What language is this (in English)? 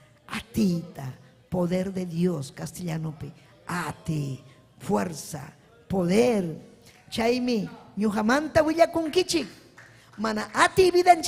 Ayacucho Quechua